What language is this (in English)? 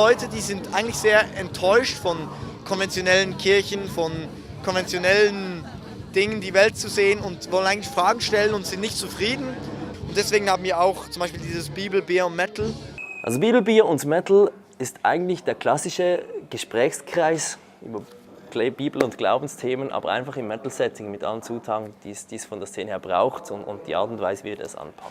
Swiss German